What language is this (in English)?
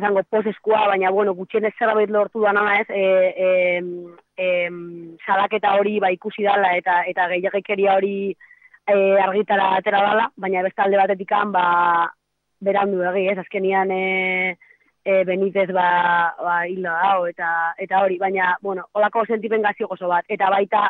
Basque